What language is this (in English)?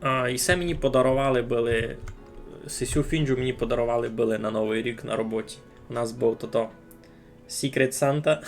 Rusyn